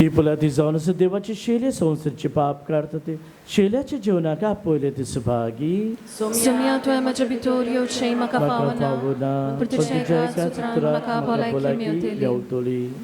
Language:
Konkani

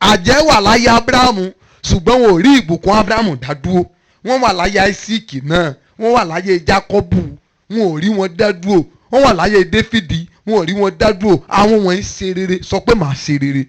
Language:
Yoruba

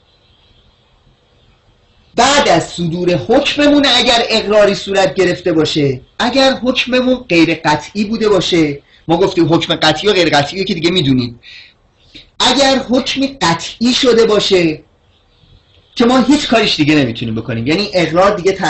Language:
Persian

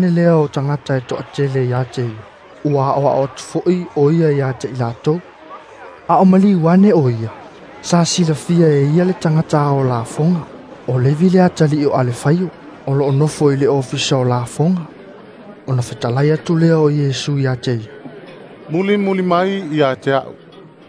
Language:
Samoan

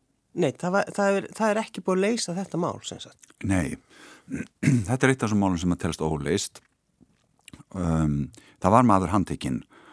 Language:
Icelandic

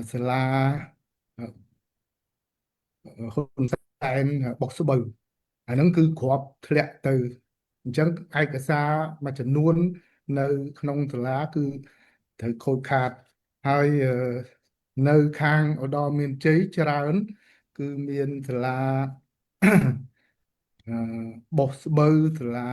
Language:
Khmer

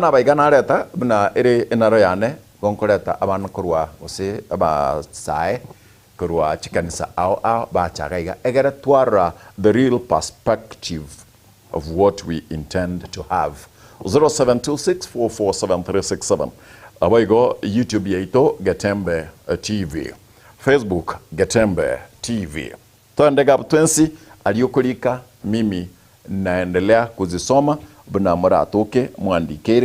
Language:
Gusii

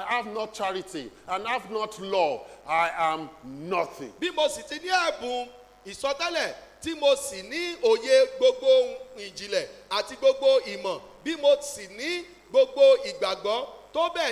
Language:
Yoruba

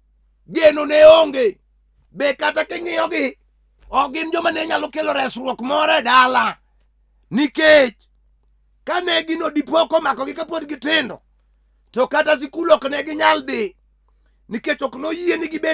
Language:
Luo (Kenya and Tanzania)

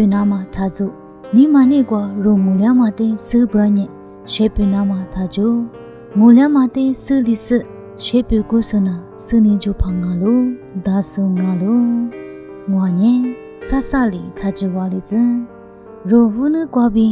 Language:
Lisu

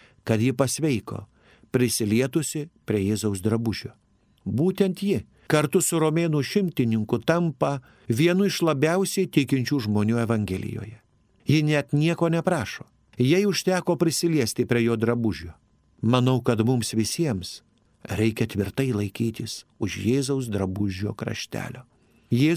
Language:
Lithuanian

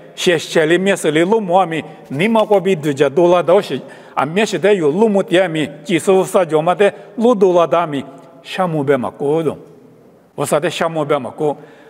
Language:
Lisu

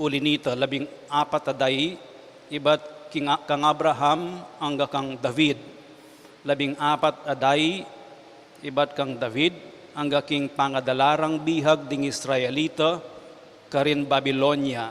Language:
Pampanga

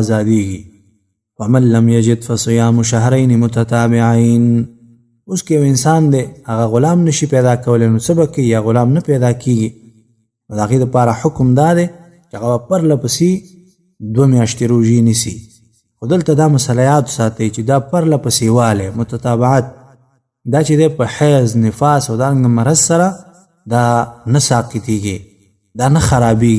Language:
Pashto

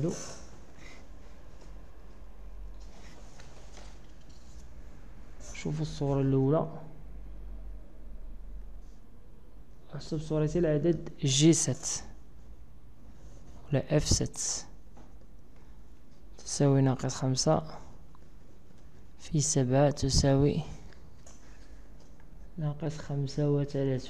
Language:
Moroccan Arabic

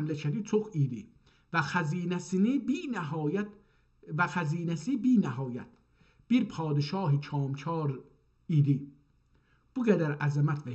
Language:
South Azerbaijani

